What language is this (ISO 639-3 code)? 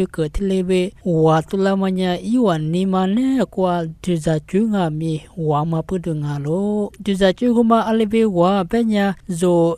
lis